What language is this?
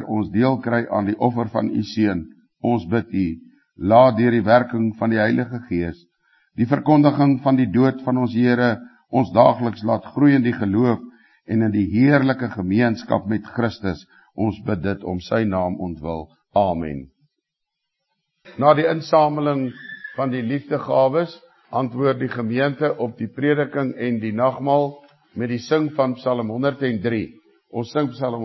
Afrikaans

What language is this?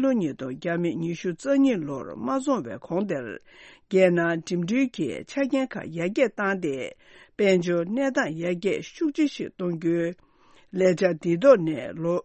Tibetan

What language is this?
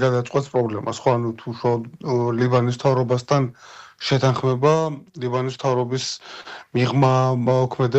Georgian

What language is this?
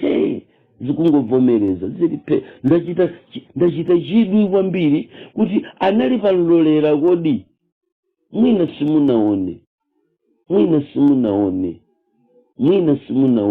Nyanja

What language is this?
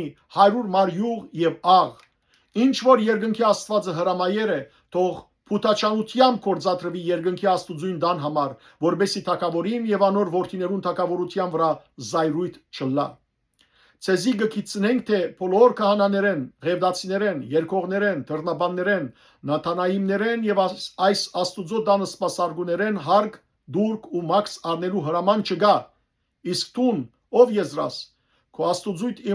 Western Armenian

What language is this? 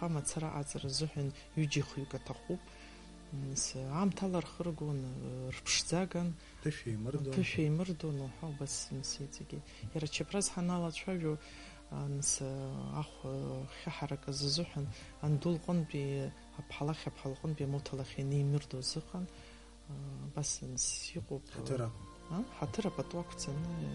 Abkhazian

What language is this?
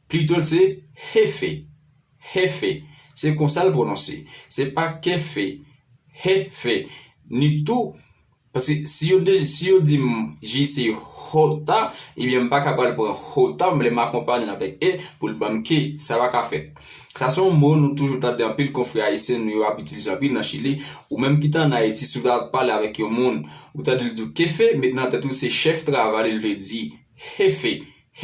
Haitian Creole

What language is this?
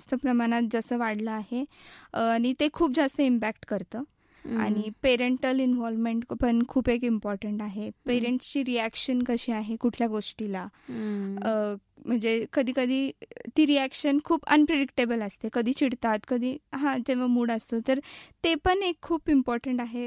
Marathi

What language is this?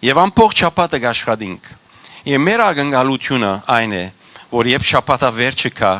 Western Armenian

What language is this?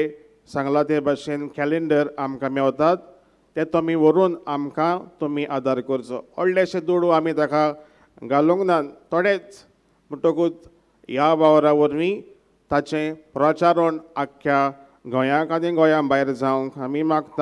Konkani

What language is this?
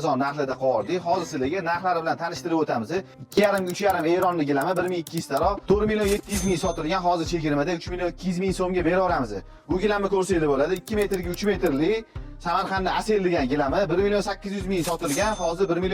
Uzbek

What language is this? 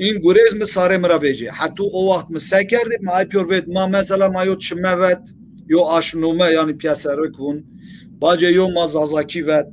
Zaza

